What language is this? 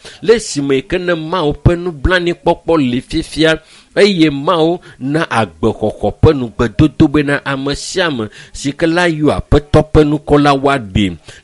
Ewe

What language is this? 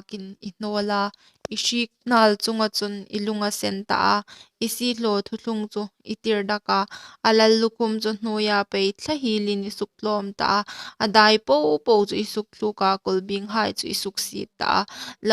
Hmar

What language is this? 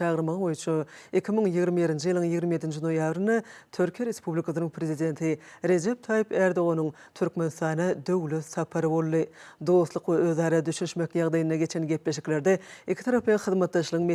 Turkmen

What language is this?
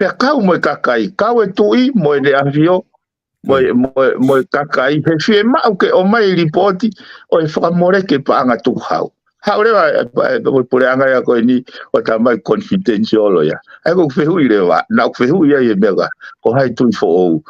Tongan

